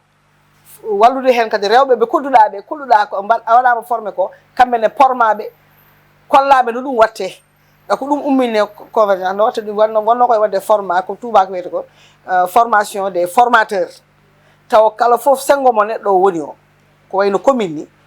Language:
Fula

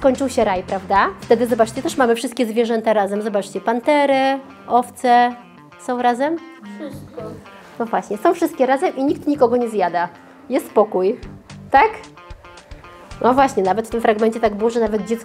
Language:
Polish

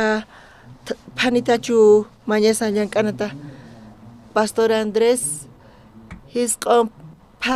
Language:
South Bolivian Quechua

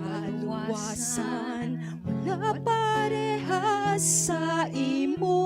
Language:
Hiligaynon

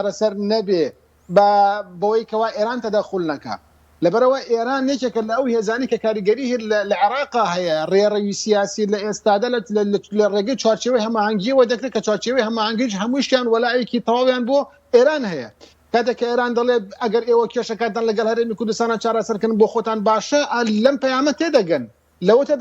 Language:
Central Kurdish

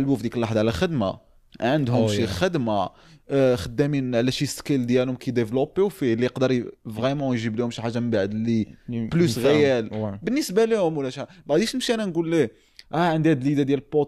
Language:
Moroccan Arabic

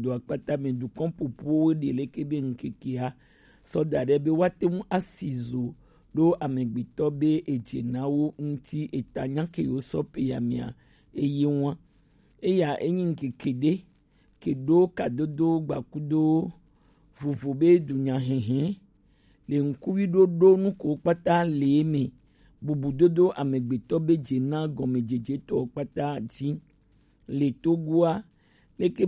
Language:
Gen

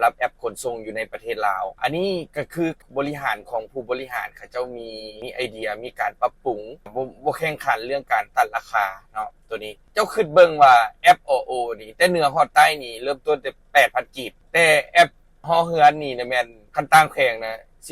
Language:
Lao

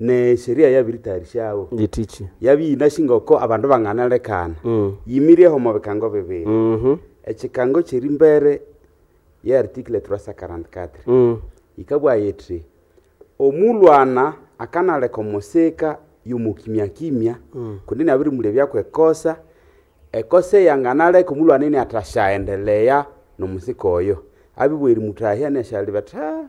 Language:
Nande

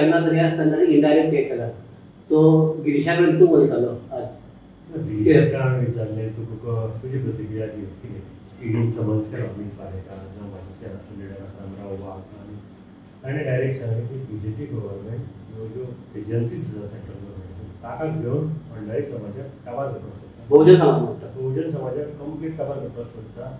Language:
Konkani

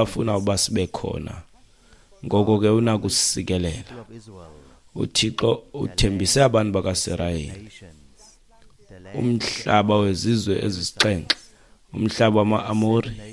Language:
Xhosa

